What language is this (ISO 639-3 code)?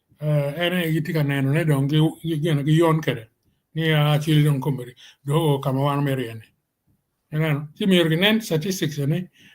ach